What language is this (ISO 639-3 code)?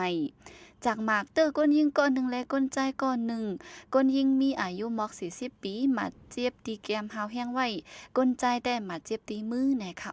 shn